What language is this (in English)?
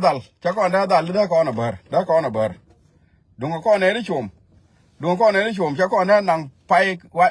Nuer